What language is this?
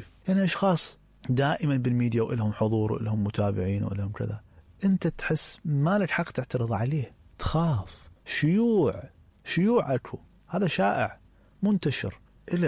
Mesopotamian Arabic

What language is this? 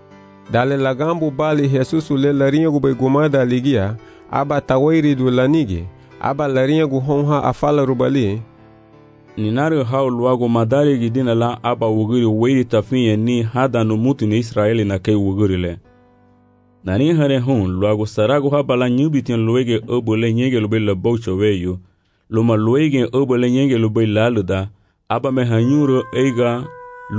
Garifuna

